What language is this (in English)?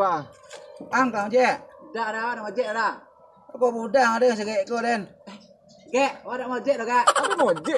Minangkabau